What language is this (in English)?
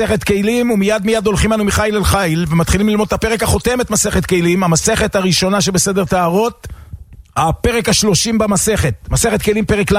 Hebrew